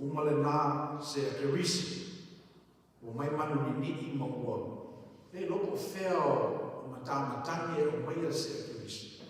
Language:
Samoan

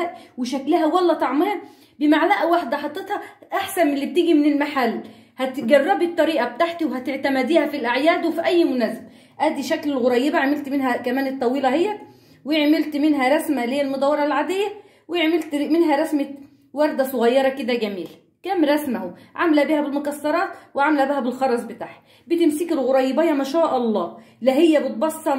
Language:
Egyptian Arabic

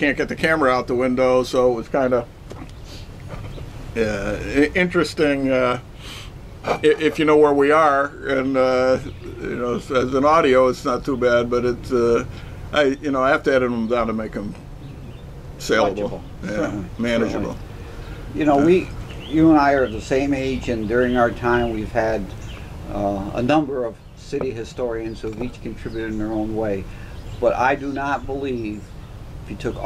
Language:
English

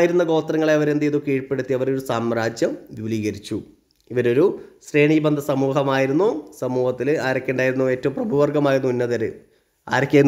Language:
Malayalam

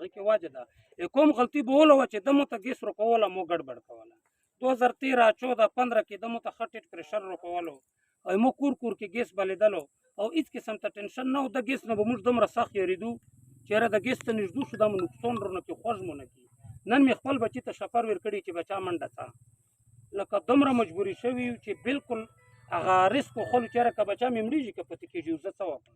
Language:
Pashto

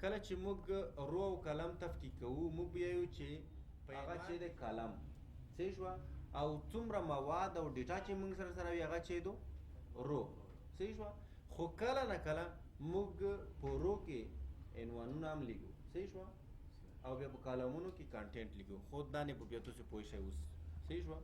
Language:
Pashto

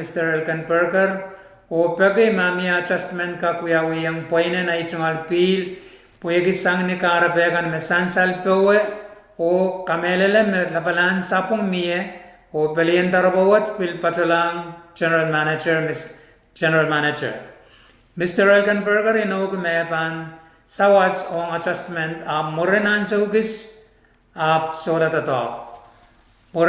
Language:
Pohnpeian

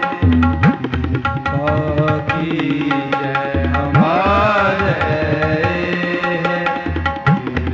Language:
Punjabi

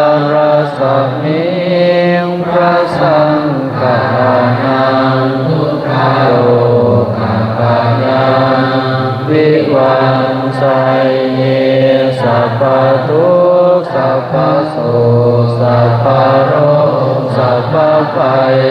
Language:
Pali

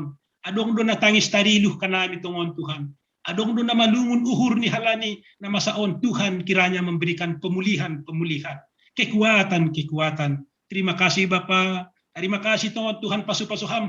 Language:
Batak Simalungun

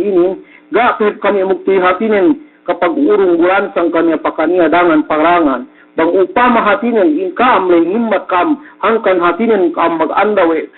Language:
Yakan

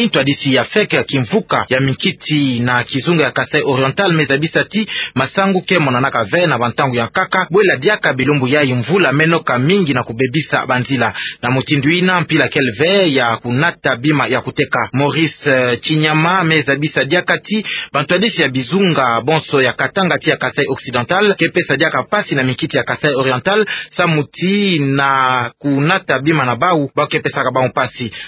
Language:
Kituba (Democratic Republic of Congo)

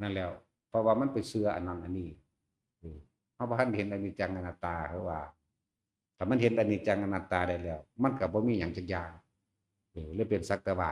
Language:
Northeastern Thai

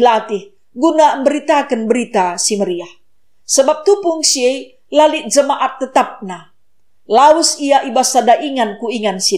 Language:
Batak Karo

